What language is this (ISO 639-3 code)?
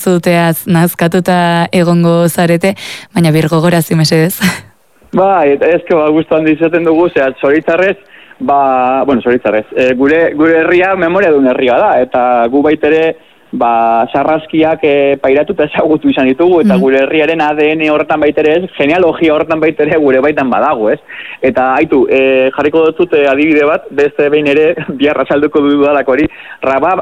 eus